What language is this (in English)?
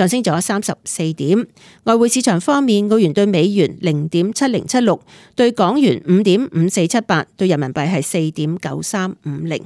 Cantonese